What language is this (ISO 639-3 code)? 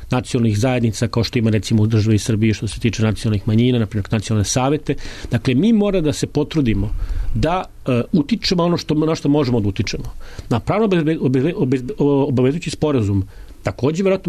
srp